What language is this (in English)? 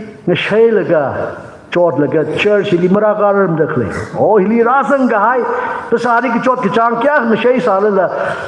Tangkhul Naga (India)